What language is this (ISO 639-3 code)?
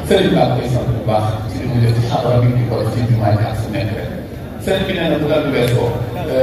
wol